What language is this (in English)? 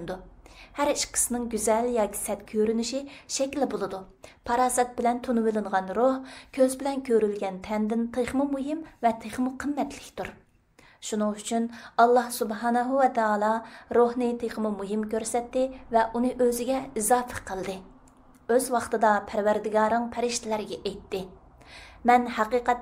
Uyghur